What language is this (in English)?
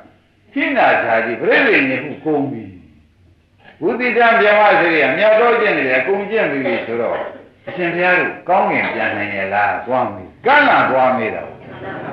Burmese